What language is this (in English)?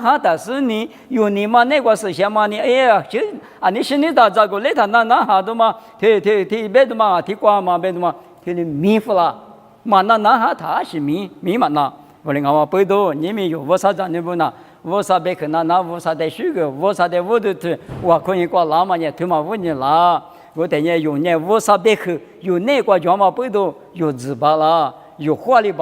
Lisu